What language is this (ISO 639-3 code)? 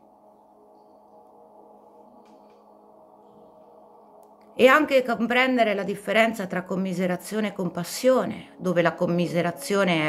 ita